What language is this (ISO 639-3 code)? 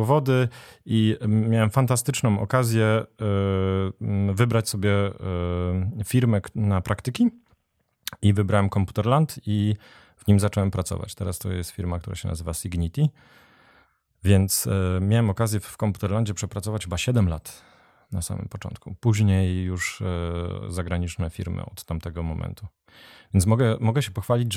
pol